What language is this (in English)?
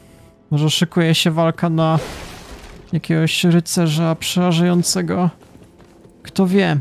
Polish